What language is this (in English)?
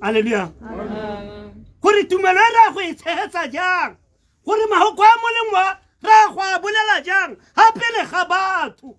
Tswana